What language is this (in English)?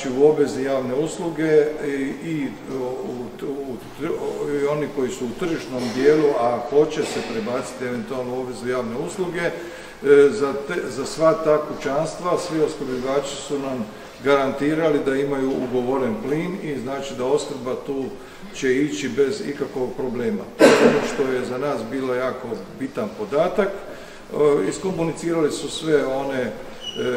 Croatian